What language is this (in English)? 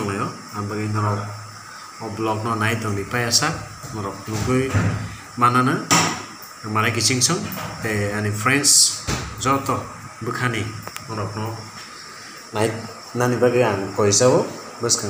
Kok Borok